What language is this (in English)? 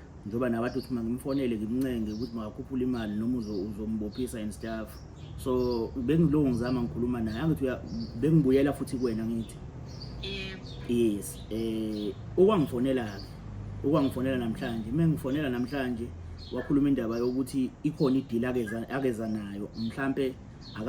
Zulu